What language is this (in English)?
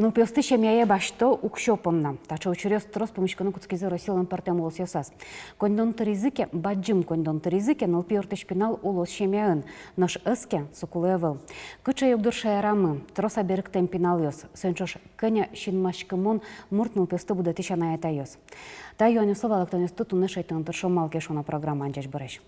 Udmurt